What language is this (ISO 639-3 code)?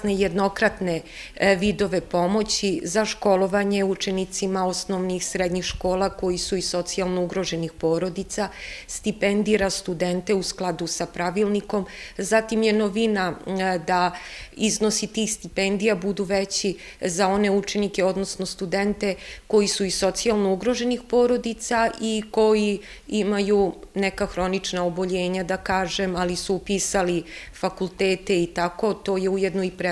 srp